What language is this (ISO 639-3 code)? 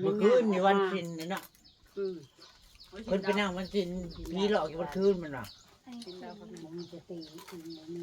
tts